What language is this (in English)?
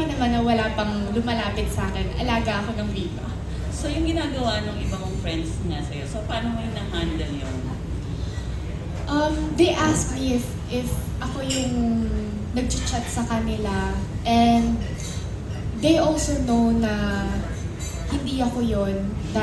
Filipino